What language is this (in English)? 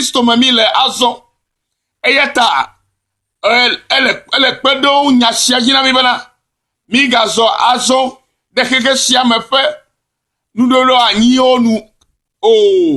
Ewe